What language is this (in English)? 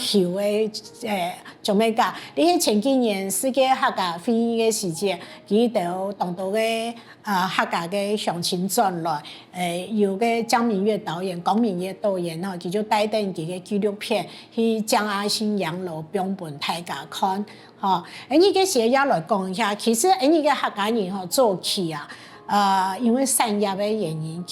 Hakka Chinese